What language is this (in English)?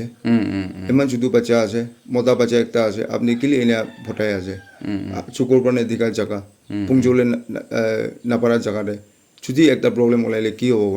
Naga Pidgin